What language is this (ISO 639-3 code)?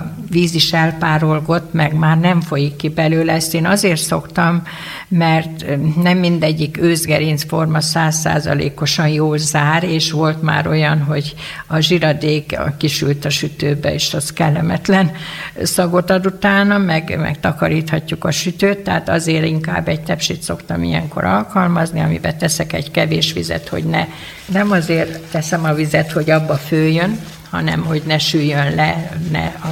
hun